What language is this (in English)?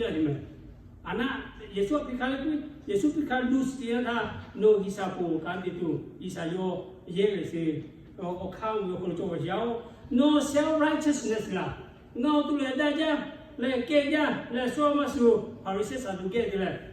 Lahu